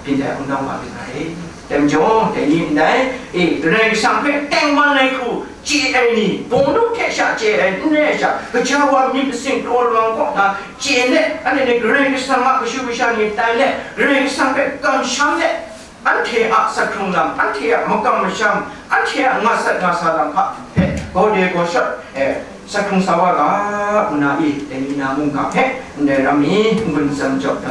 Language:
Kachin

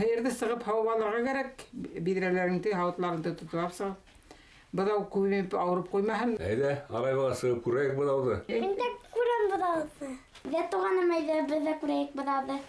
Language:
Bashkir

